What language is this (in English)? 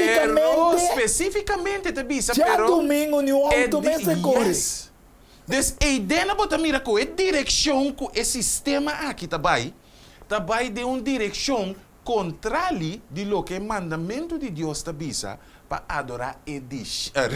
Papiamento